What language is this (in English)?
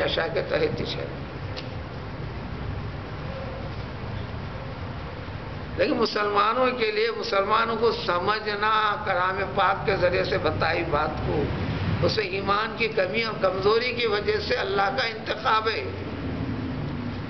Urdu